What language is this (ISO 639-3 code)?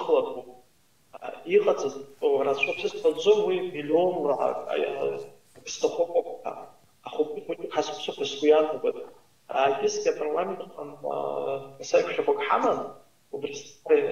abk